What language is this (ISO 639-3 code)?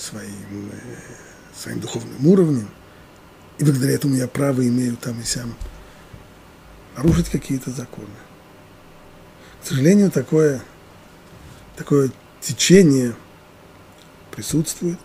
rus